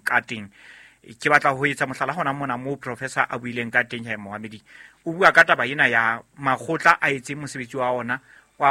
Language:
Southern Sotho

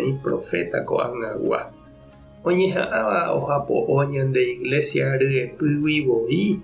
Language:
Guarani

